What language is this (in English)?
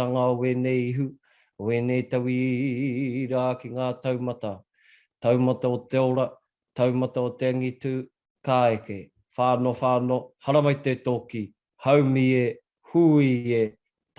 Māori